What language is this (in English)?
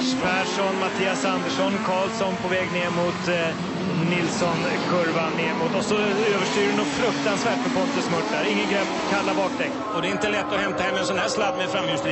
Swedish